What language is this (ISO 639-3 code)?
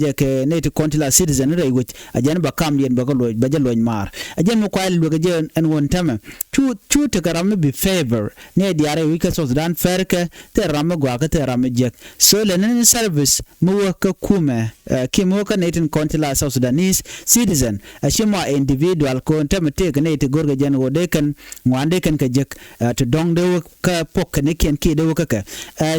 nus